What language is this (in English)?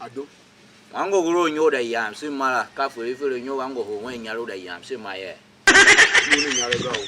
Tiv